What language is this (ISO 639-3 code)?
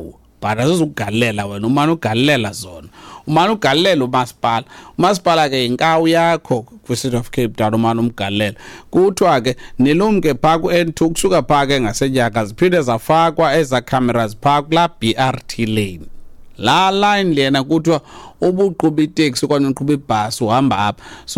xho